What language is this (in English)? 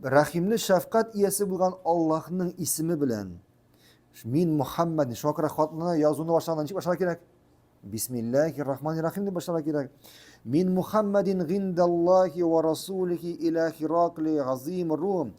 Tatar